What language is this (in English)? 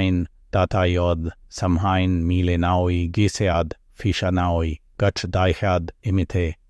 Irish